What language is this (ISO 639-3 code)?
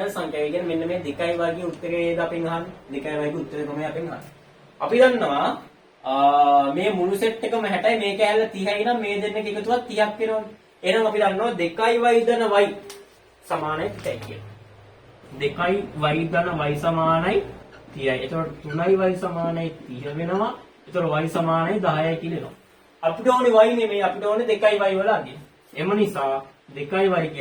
sin